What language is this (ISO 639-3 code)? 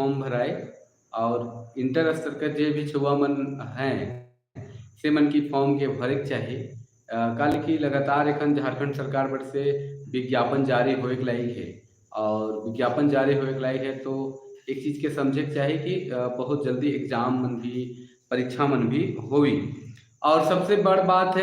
sck